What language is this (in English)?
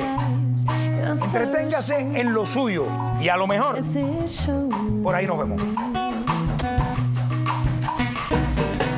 Spanish